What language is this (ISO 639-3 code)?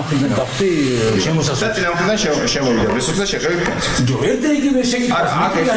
kat